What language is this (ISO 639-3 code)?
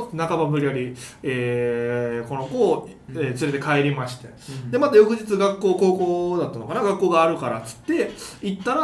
jpn